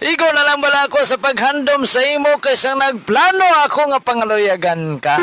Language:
Hiligaynon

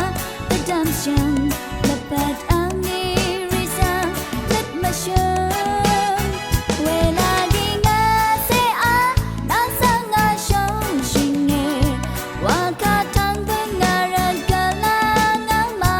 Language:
Rawang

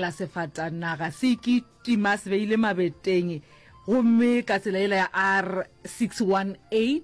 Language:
Northern Sotho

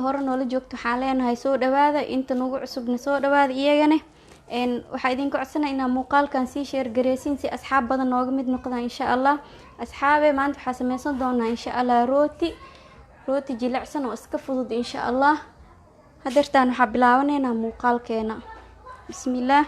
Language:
Somali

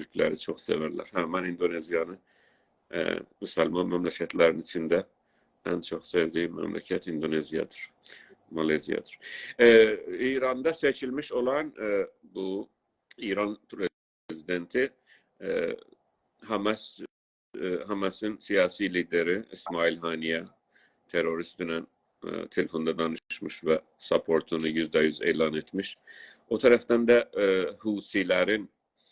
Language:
South Azerbaijani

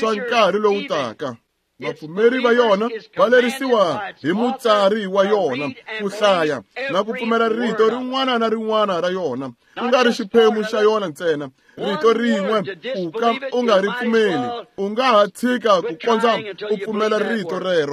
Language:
Tsonga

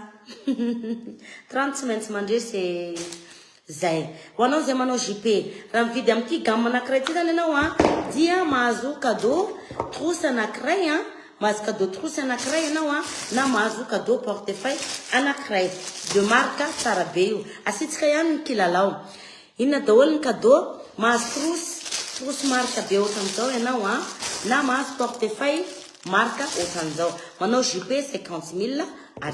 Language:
Malagasy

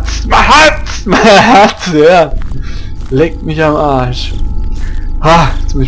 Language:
Palatine German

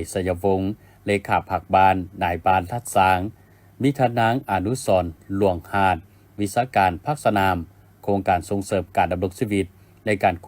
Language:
Lao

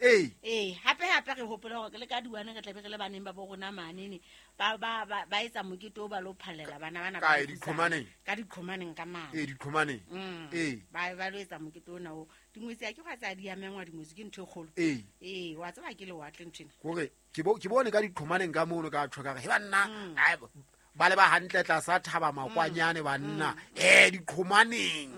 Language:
Southern Sotho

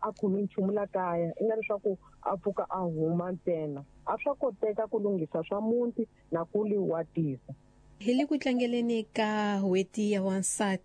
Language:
Tsonga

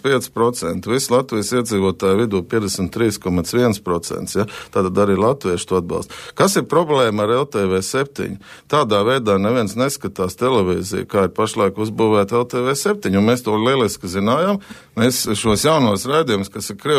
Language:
Latvian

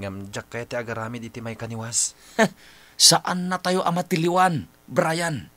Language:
Iloko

